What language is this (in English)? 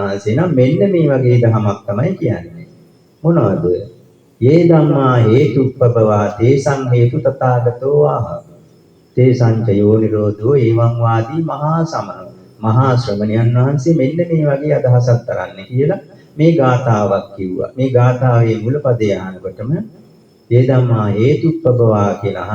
Sinhala